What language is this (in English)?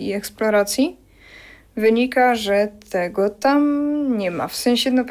Polish